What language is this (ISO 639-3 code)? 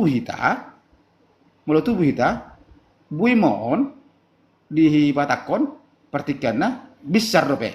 bbc